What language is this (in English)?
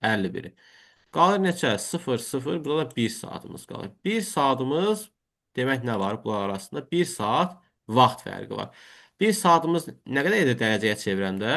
Azerbaijani